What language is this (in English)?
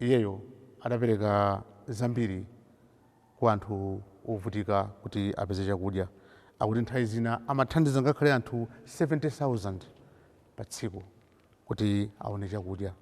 Nyanja